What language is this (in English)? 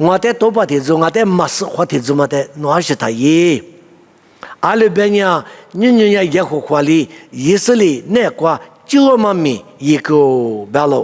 Lisu